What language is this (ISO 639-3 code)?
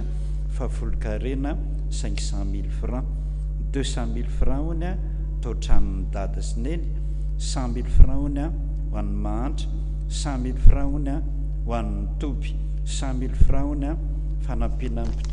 mlg